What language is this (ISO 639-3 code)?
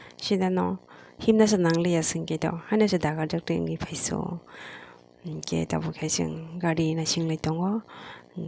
trp